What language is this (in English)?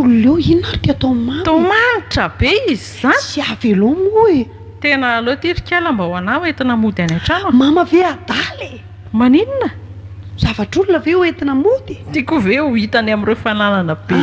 Malagasy